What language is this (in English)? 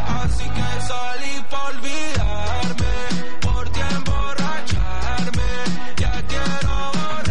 Spanish